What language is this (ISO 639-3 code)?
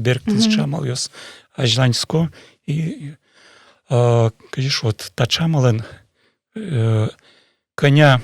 udm